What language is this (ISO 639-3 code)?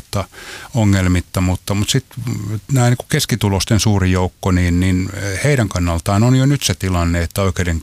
fin